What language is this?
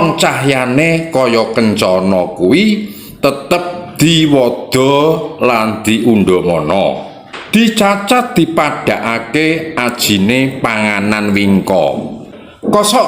Javanese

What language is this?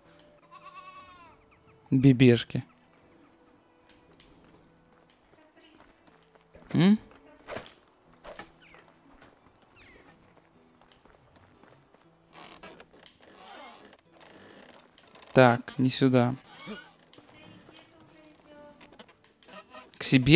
Russian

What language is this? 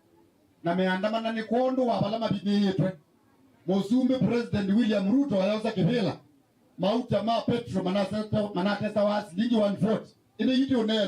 Kamba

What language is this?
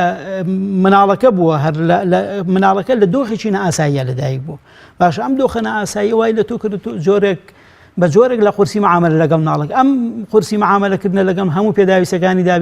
Central Kurdish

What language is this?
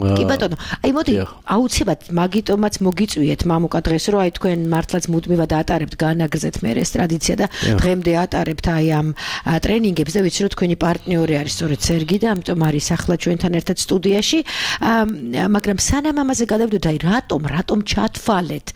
Georgian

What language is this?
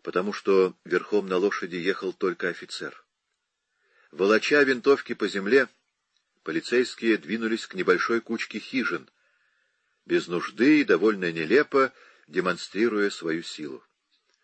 Russian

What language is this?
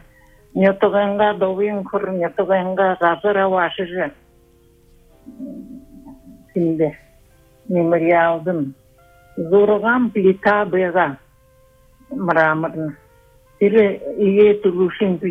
Buriat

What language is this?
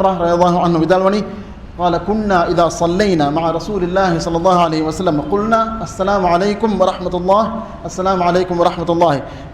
Divehi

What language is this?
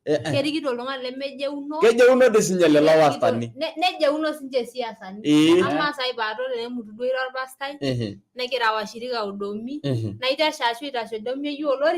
Masai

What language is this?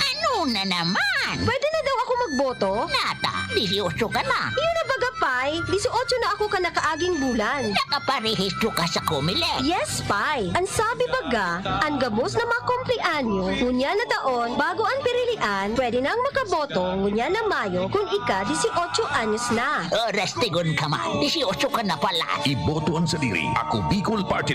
Bikol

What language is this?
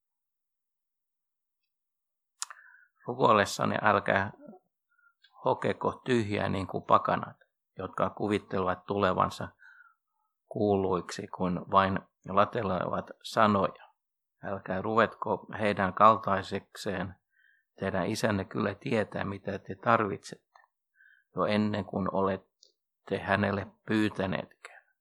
Finnish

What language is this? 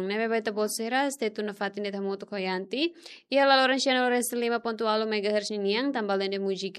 Tetum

